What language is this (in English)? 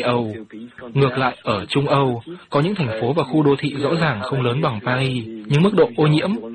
Vietnamese